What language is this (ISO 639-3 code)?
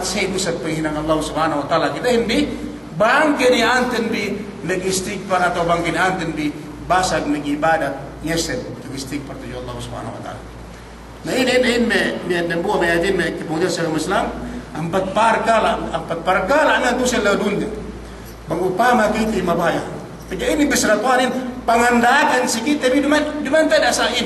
yka